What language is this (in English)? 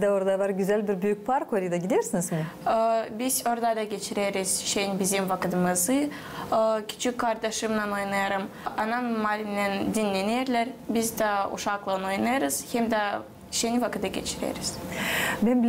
Gagauz